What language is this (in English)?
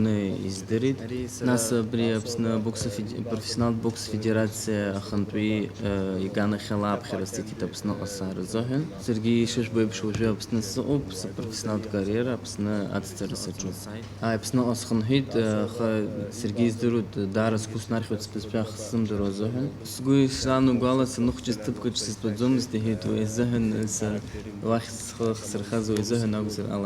Abkhazian